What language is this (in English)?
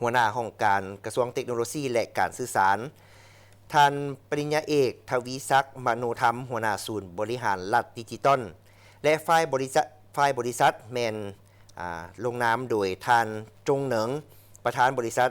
Lao